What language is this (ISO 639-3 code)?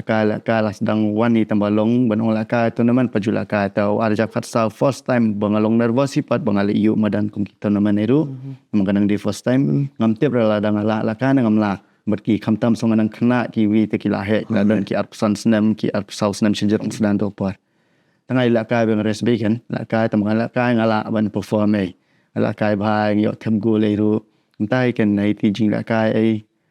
kha